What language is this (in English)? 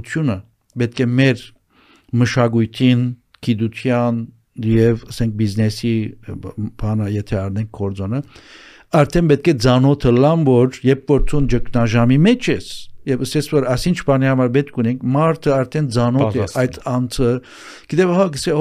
Armenian